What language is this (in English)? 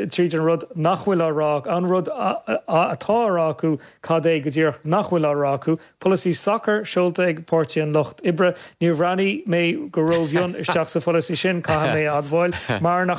Irish